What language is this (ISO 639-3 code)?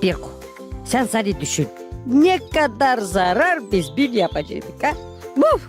gag